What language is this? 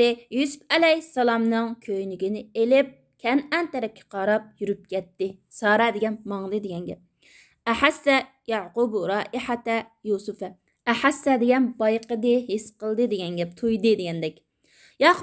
Uyghur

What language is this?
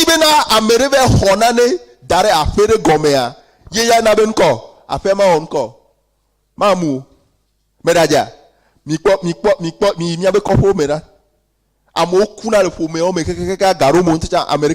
Ewe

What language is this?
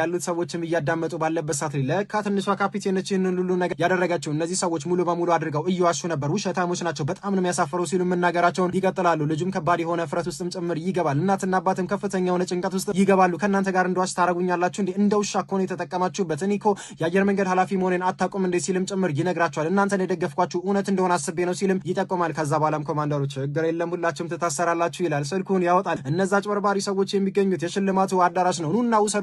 Amharic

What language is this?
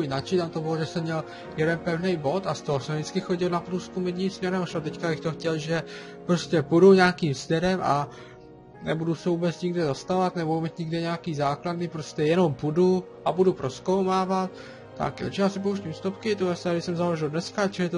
Czech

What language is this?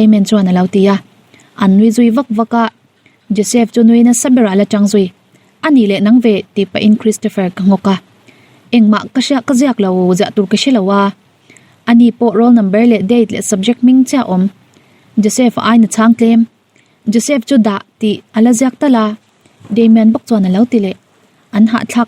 Mizo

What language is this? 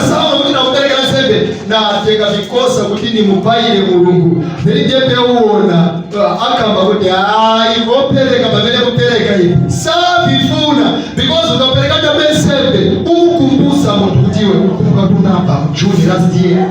Nyanja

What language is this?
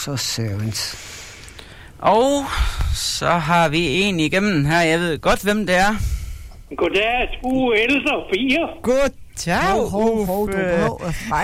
Danish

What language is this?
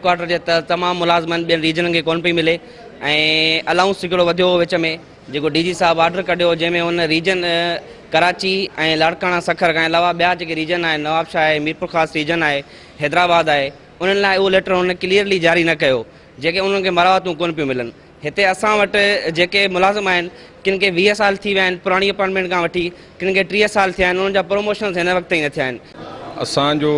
Sindhi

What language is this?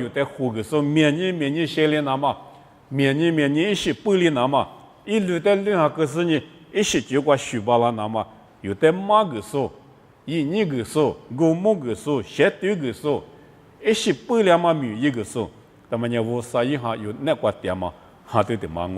Lisu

